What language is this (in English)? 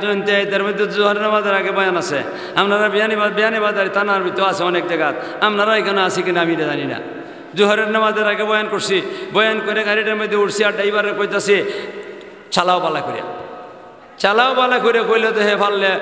Sylheti